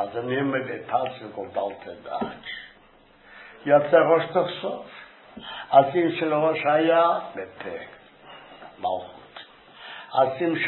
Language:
Hebrew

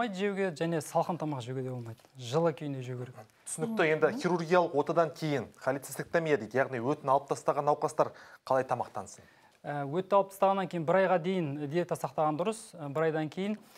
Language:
Kazakh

